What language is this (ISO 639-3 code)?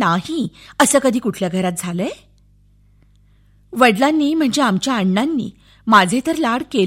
mar